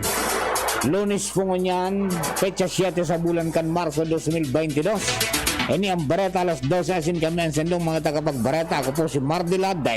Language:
Bikol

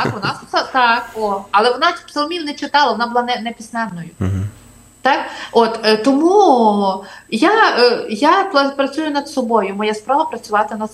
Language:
Ukrainian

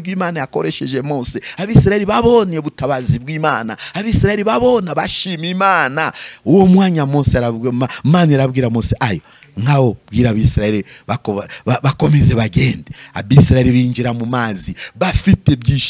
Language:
Kinyarwanda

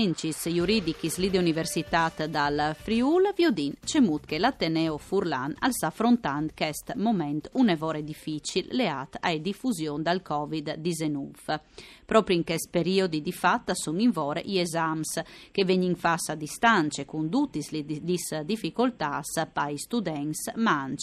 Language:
Friulian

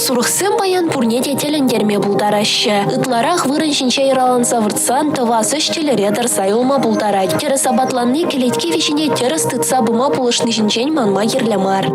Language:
Chuvash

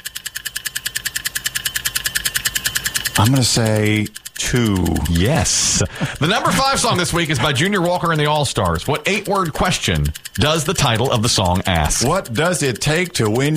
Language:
English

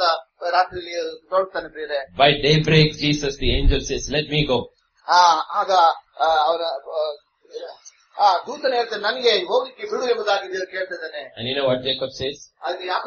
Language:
Kannada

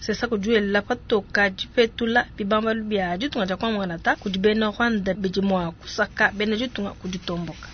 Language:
Luba-Lulua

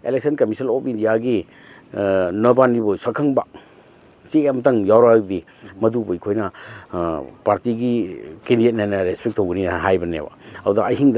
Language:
Manipuri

